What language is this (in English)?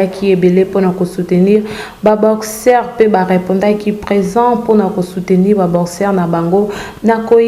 Lingala